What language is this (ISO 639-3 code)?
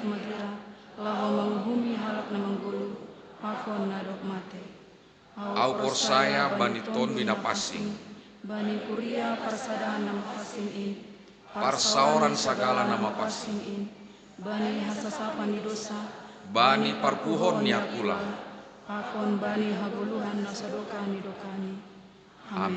bts